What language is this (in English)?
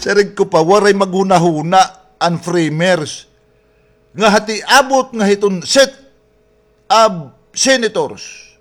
Waray